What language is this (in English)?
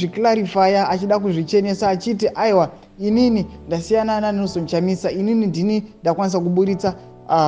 Shona